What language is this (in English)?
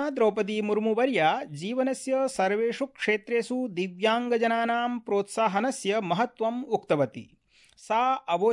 Sanskrit